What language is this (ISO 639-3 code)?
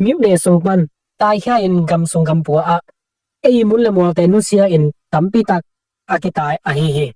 ctd